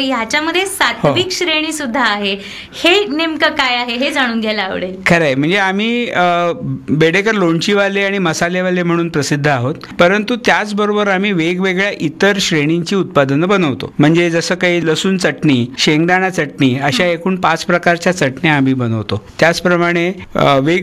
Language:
Marathi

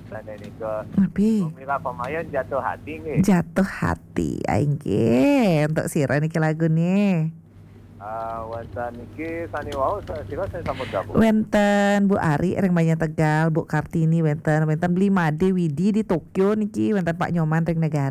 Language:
Balinese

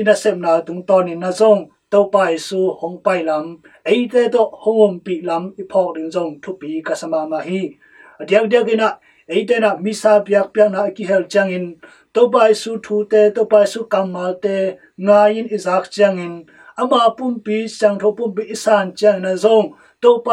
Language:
Tedim Chin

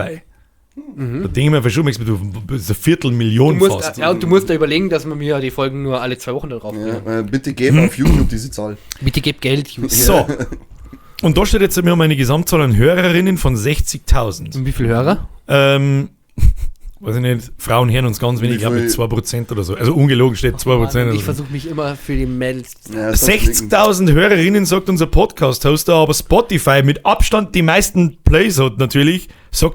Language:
Bavarian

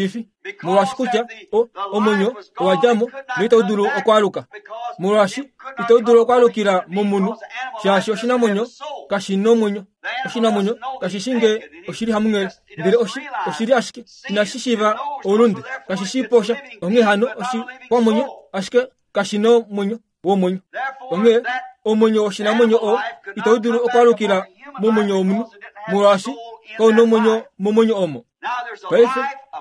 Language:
Kuanyama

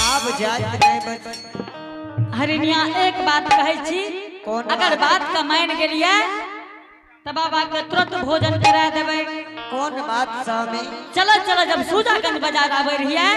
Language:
Angika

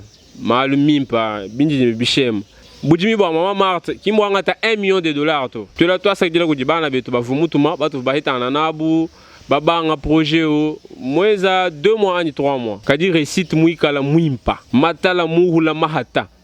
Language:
Luba-Lulua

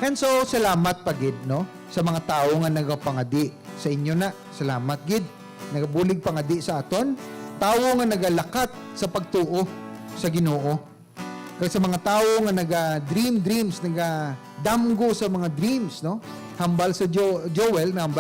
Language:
Hiligaynon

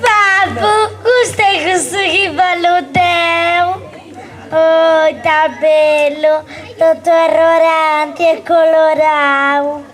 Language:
Sardinian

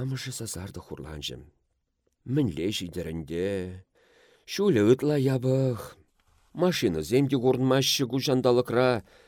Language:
Chuvash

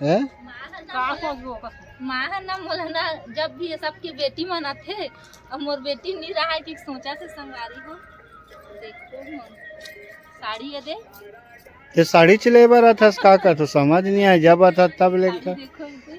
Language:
Chhattisgarhi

